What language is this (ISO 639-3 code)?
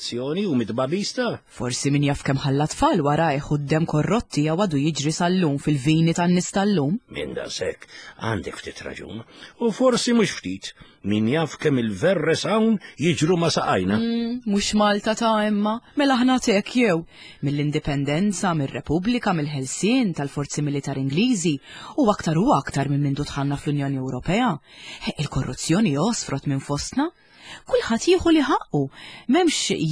mlt